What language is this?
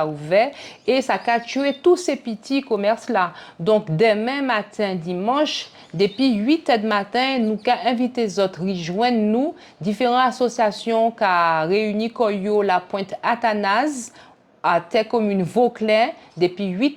Guadeloupean Creole French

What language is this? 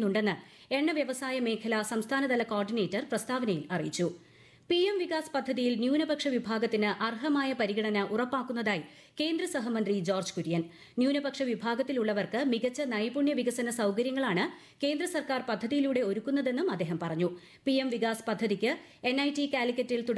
Malayalam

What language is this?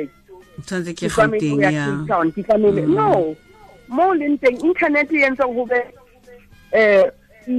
Southern Sotho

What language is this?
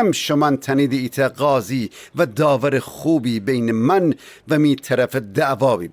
Gilaki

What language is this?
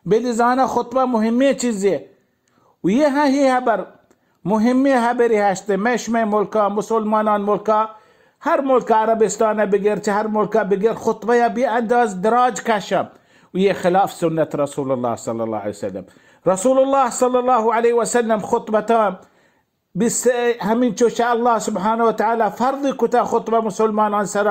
Baluchi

